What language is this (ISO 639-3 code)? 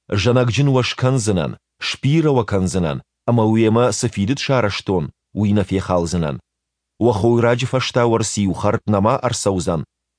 oss